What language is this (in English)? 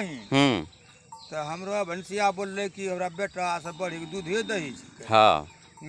Angika